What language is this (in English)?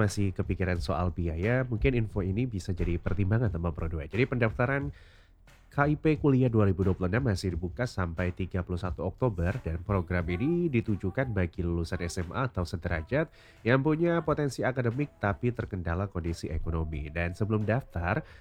Indonesian